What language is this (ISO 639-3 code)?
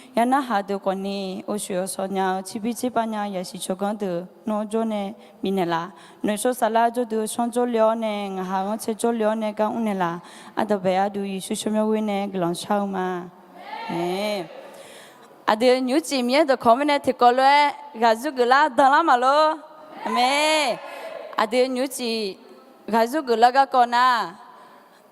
ahk